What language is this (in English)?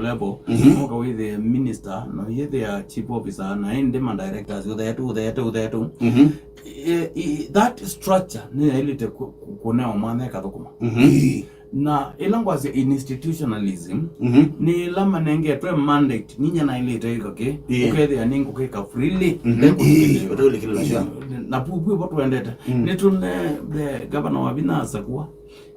Kamba